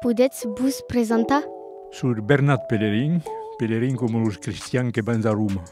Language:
Occitan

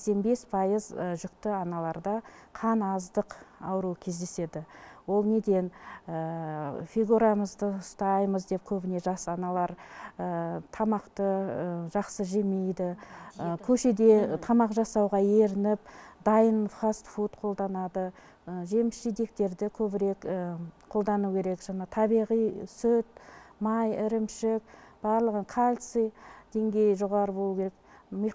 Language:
Kazakh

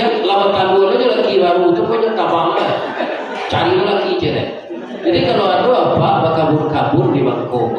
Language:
Minangkabau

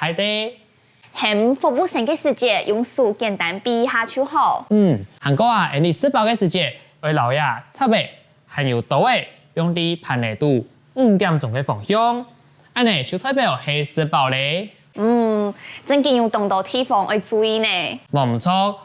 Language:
Hakka Chinese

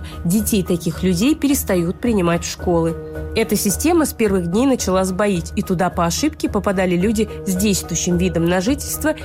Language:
Russian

